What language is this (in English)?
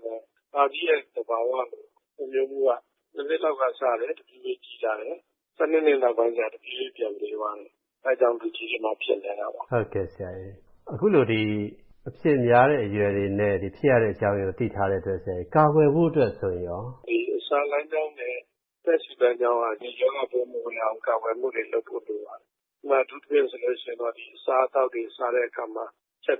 Burmese